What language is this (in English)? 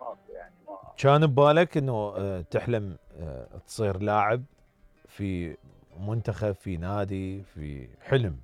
Mesopotamian Arabic